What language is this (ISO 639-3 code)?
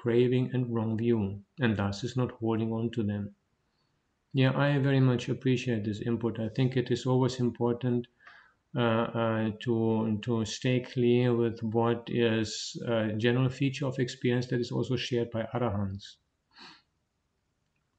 eng